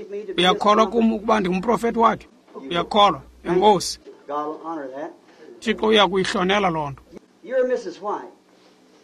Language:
Xhosa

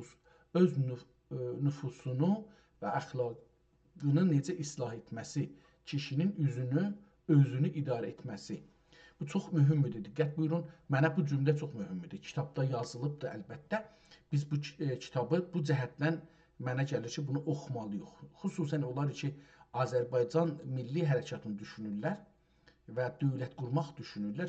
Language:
South Azerbaijani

